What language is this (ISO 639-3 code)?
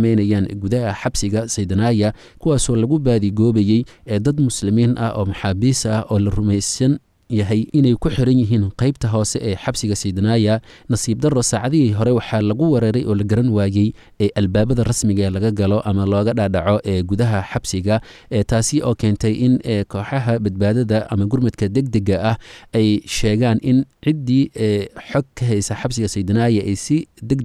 som